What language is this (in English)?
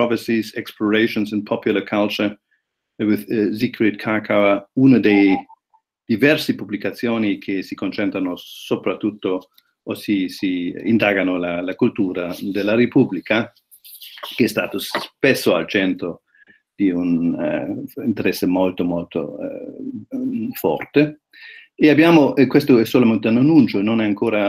Italian